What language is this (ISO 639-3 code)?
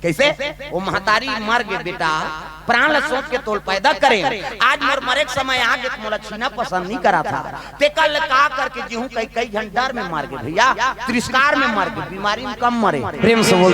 hne